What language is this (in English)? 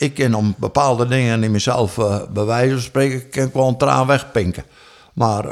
Western Frisian